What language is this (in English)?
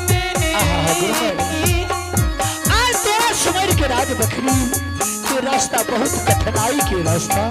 Angika